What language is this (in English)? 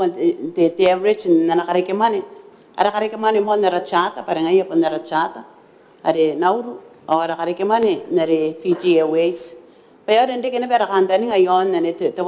Gilbertese